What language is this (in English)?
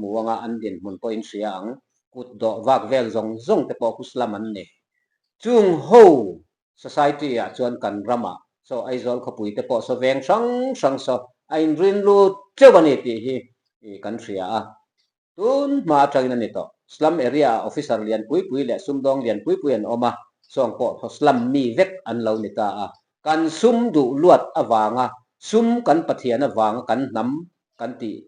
Mizo